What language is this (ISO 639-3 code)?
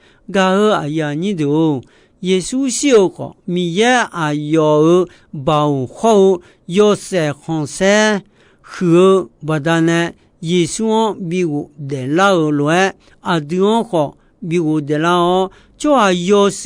ahk